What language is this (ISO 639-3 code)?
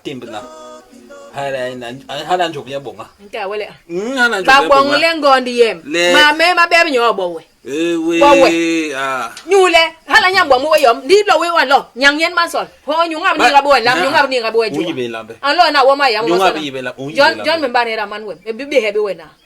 bas